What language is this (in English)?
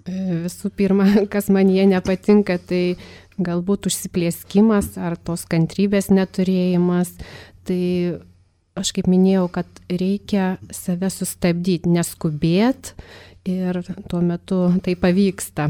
Lithuanian